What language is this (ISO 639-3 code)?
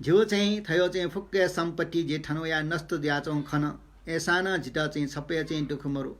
new